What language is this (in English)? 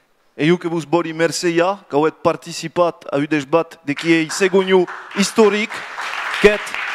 Occitan